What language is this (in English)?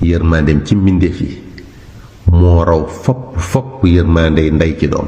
Wolof